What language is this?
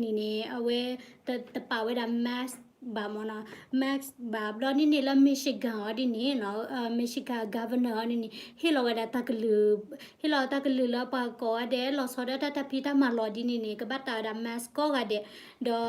S'gaw Karen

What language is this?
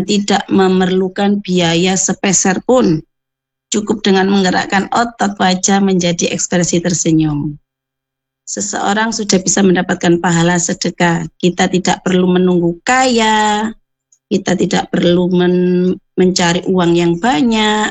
Indonesian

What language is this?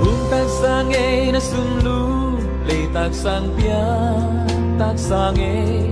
Tedim Chin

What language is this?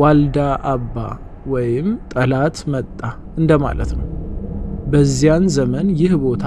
Amharic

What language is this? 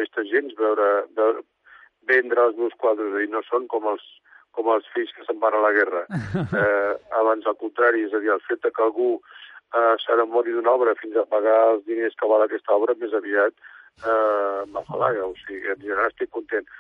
Catalan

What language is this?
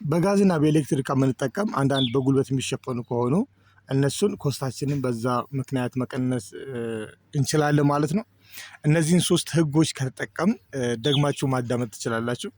Amharic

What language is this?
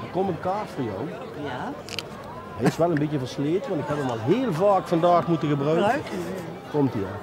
Limburgish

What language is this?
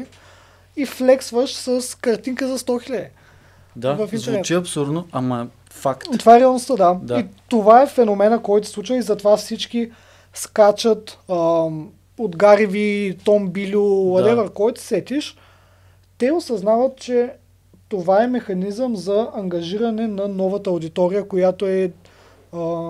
Bulgarian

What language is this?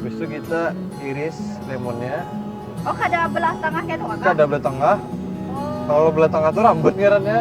Banjar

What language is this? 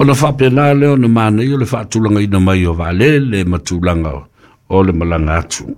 Samoan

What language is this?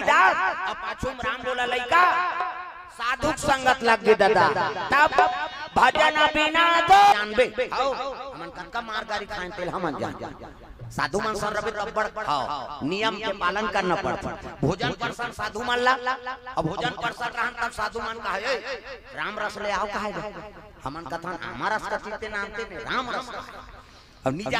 Chhattisgarhi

